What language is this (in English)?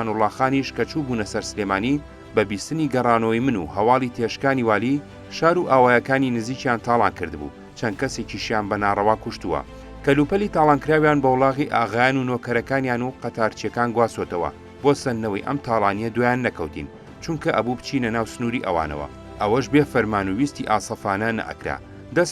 Central Kurdish